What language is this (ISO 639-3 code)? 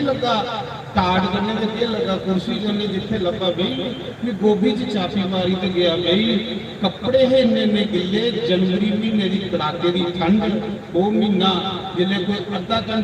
doi